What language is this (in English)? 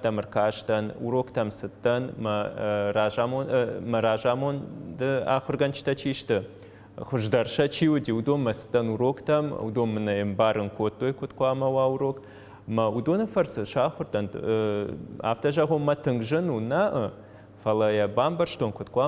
Ossetic